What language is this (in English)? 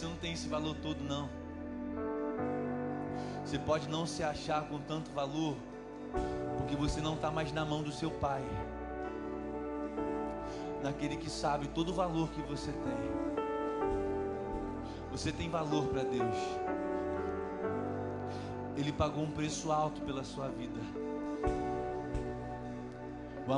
Portuguese